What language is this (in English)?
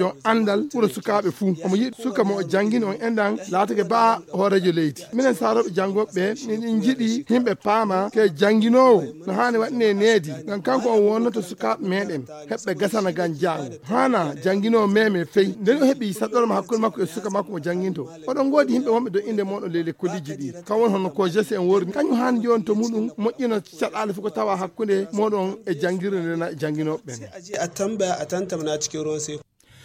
Fula